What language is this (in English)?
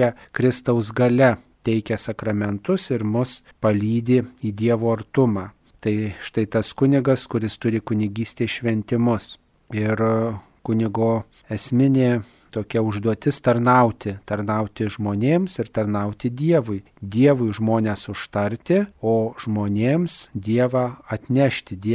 Lithuanian